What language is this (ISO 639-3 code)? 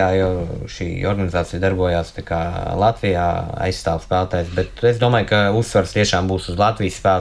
lav